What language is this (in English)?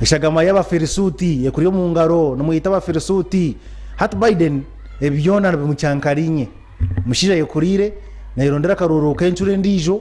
Nyankole